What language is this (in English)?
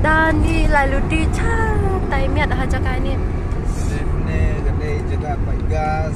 Khasi